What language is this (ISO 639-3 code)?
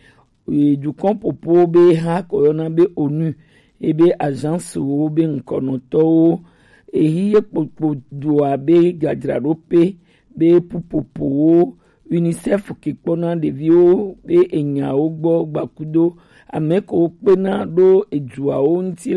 gej